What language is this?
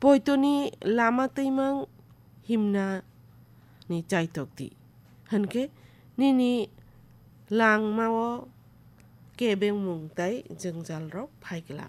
Kok Borok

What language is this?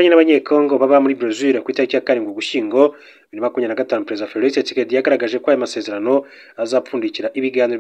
Kinyarwanda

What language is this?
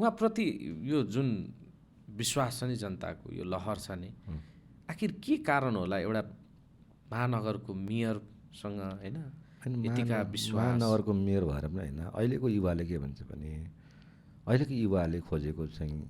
Nepali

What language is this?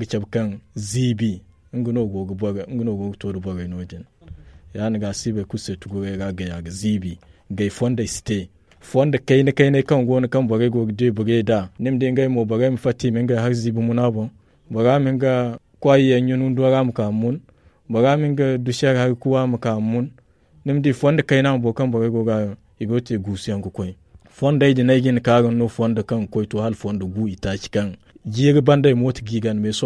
Zarma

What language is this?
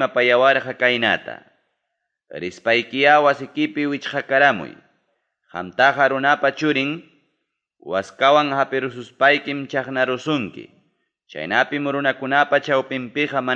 Ayacucho Quechua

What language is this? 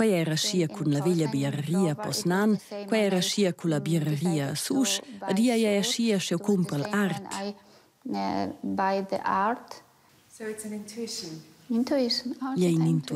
Romansh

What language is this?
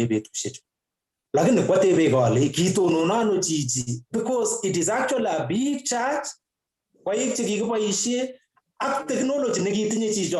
Kalenjin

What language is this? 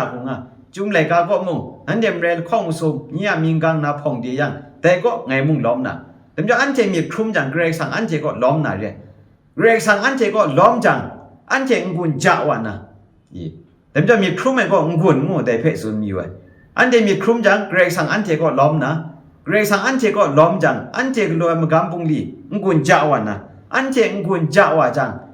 Kachin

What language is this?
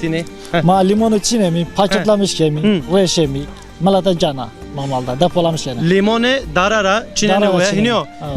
Zaza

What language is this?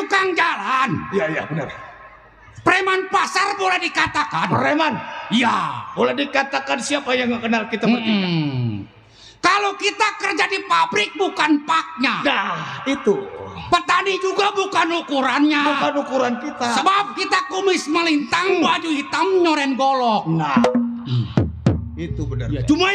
Betawi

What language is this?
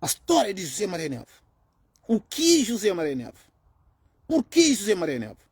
Kabuverdianu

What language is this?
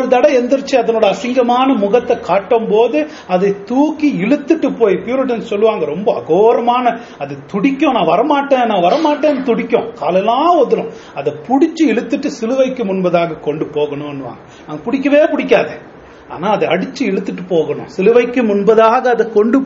Tamil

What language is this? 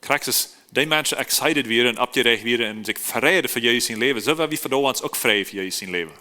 Plautdietsch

